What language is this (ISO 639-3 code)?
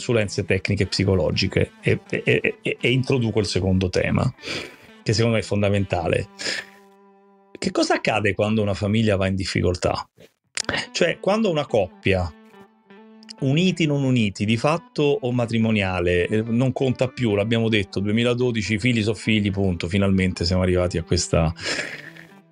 ita